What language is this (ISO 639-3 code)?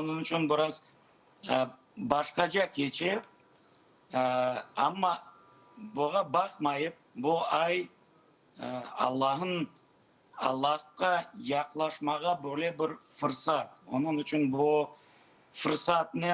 crh